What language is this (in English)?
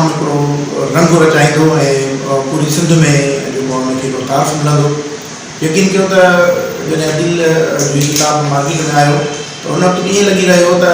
Sindhi